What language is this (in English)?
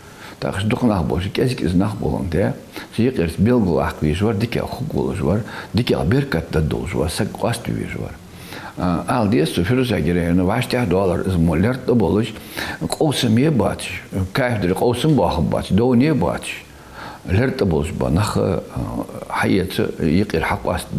Ingush